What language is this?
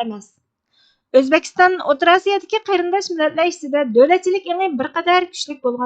Uyghur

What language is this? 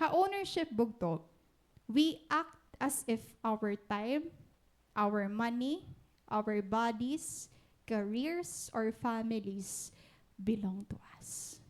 Waray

